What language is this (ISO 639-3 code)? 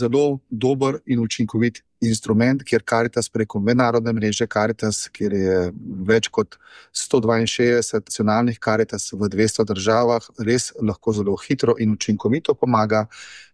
slv